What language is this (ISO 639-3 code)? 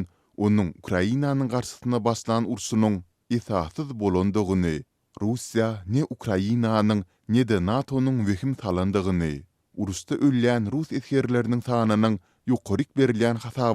tuk